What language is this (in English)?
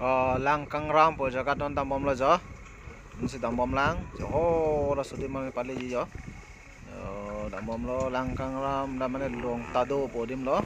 Karbi